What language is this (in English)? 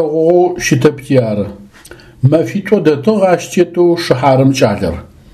Adyghe